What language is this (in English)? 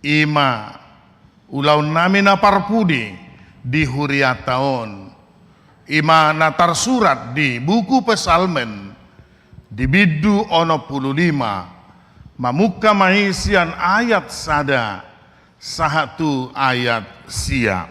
Batak Toba